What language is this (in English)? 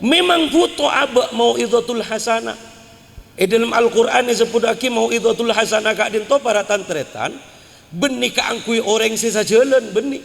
Madurese